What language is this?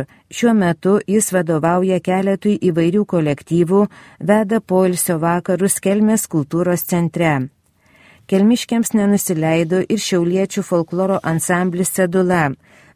Lithuanian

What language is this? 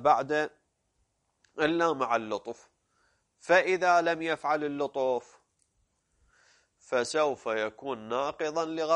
Arabic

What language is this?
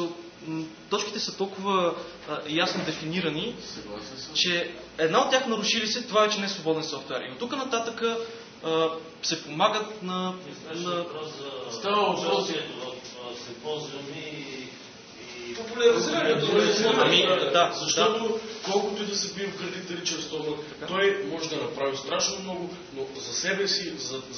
Bulgarian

